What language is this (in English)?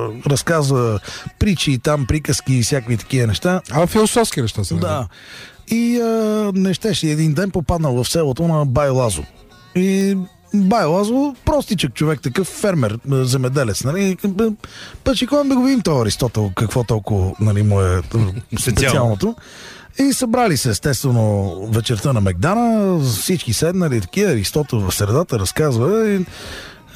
Bulgarian